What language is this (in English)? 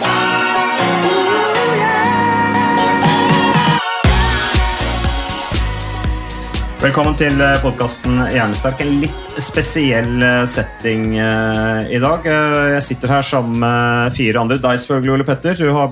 Norwegian